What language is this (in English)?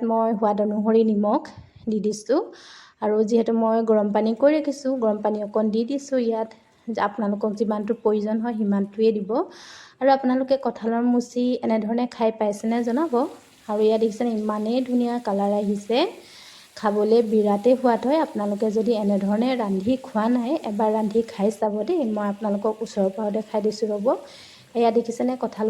Assamese